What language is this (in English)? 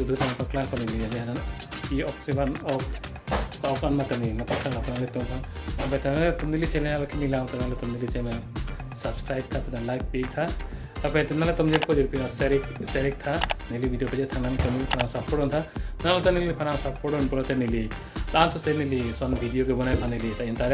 Karbi